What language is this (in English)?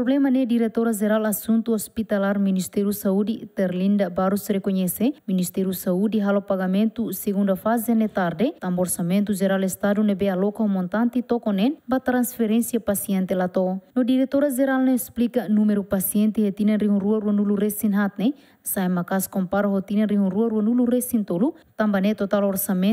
Tetum